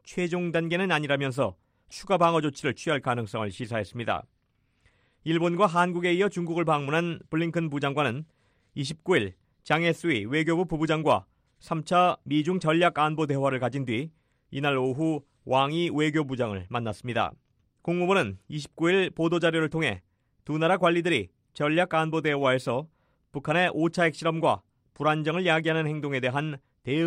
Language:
Korean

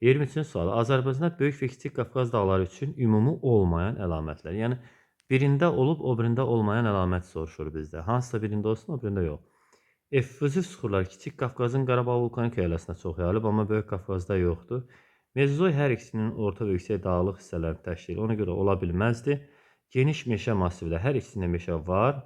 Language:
Azerbaijani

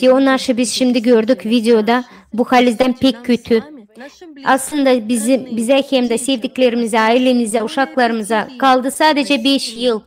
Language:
Gagauz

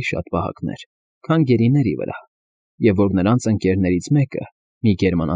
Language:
Armenian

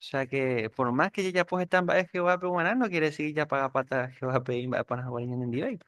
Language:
Guarani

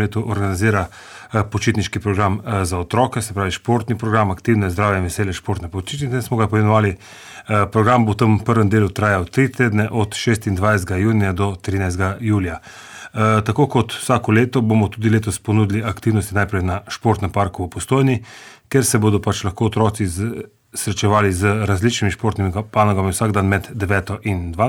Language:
Slovenian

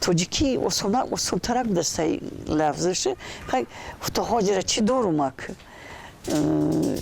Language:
Tajik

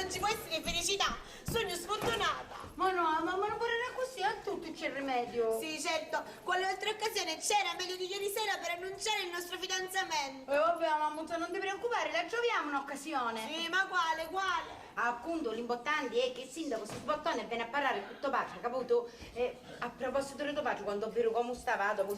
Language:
Sicilian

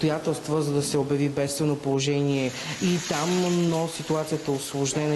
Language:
Bulgarian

